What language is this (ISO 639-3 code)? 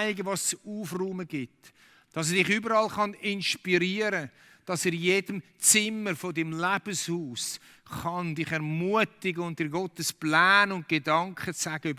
gsw